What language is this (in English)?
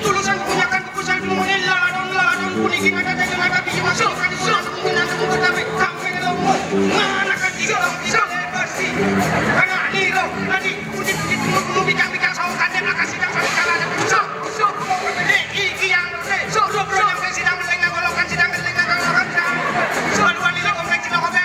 Balinese